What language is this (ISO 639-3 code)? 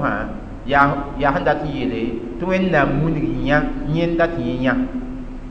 mos